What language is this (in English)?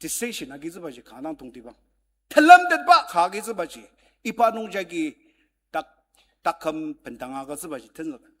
Ao Naga